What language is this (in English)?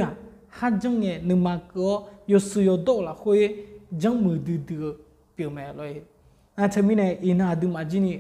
Akha